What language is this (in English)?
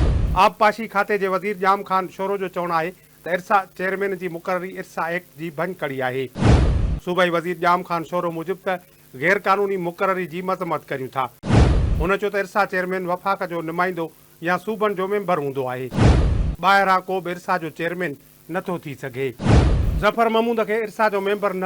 Sindhi